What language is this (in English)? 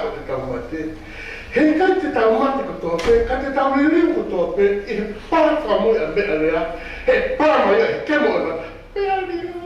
Tongan